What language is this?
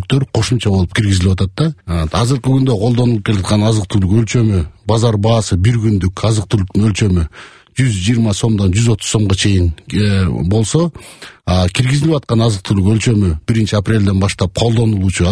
Kyrgyz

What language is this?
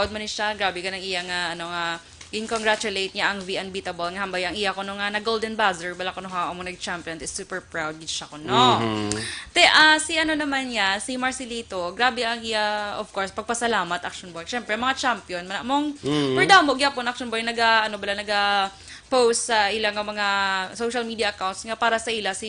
Hiligaynon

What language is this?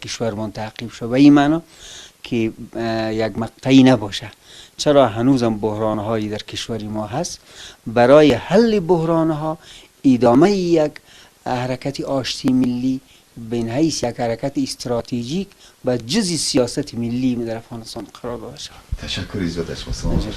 Persian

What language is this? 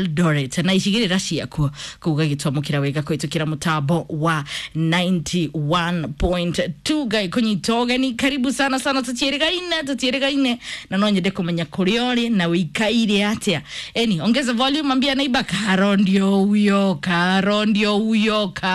Kikuyu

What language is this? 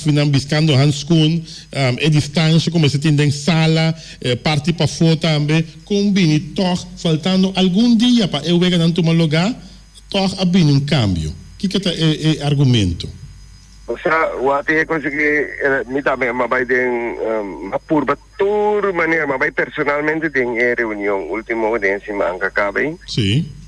Papiamento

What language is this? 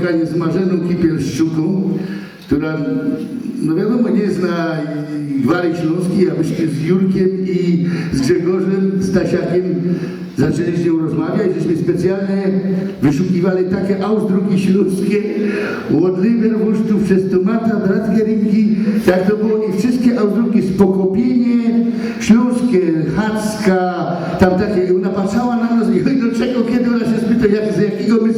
Silesian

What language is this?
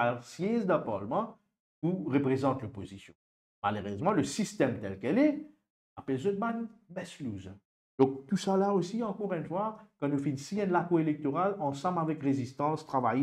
Morisyen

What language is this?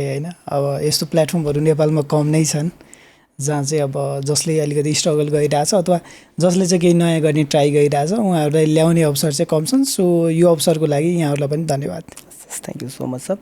Nepali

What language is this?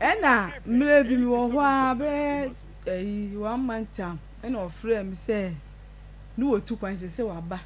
Akan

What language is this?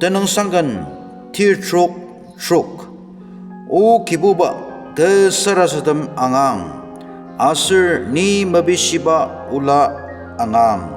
Ao Naga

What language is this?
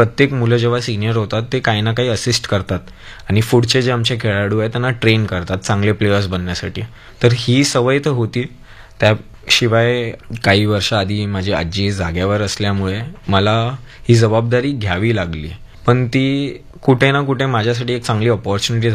Marathi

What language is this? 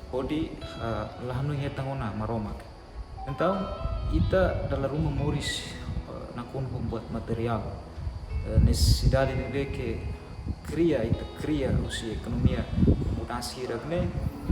Tetum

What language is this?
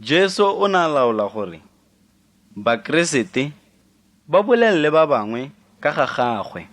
Tswana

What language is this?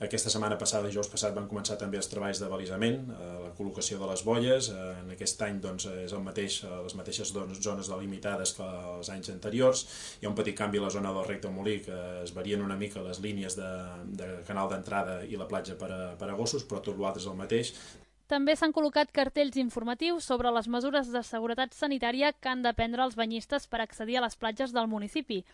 Catalan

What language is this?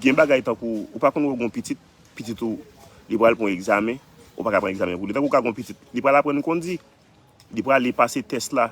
Haitian Creole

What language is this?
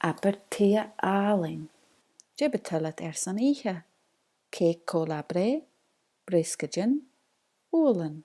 Scottish Gaelic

